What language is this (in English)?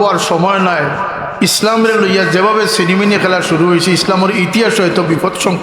Sylheti